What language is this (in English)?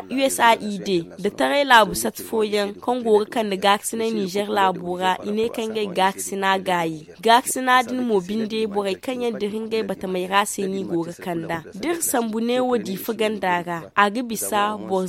Zarma